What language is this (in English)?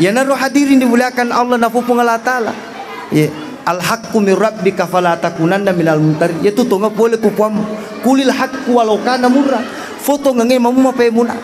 Buginese